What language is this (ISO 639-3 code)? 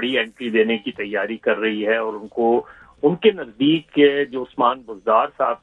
urd